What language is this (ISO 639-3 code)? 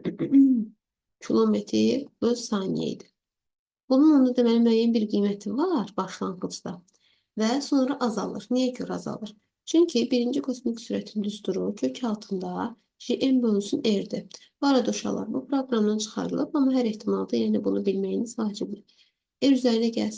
aze